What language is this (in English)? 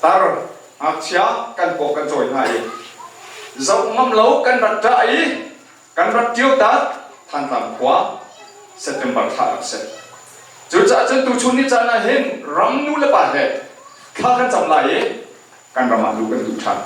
Hakha Chin